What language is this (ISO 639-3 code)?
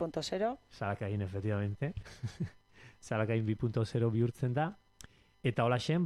eus